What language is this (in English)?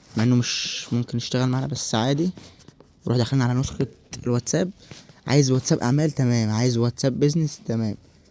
Egyptian Arabic